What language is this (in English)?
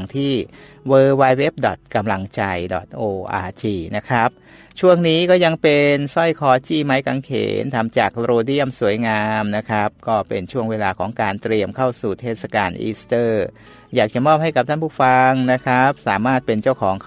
Thai